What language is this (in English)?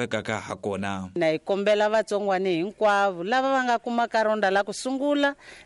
Tsonga